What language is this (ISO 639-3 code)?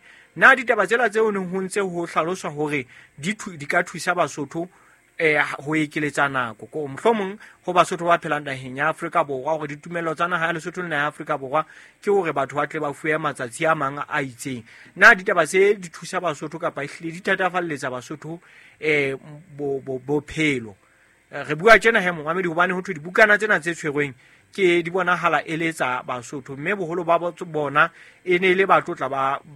sot